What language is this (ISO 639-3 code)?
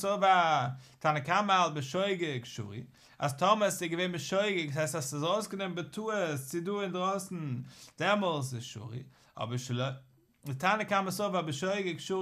yid